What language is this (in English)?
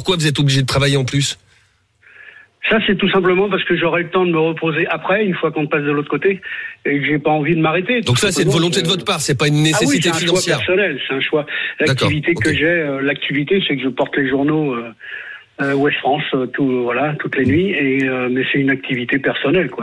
French